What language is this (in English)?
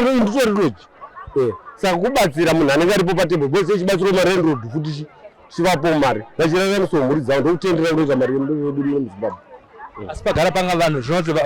Shona